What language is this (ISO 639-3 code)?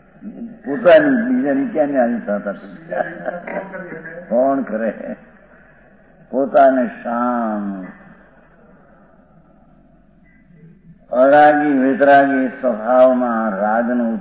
guj